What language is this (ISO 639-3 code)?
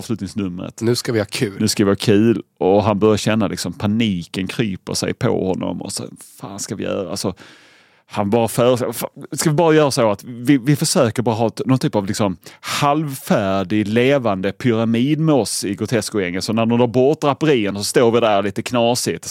swe